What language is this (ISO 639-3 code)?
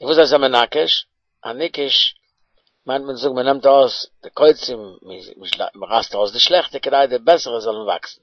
yid